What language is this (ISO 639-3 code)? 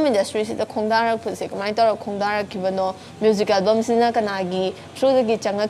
mni